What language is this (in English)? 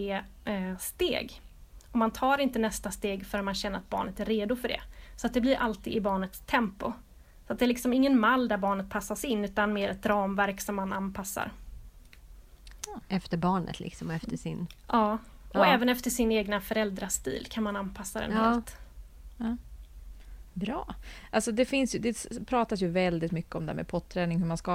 Swedish